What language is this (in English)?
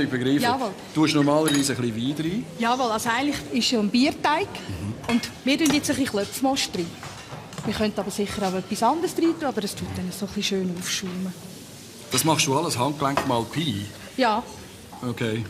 Swiss German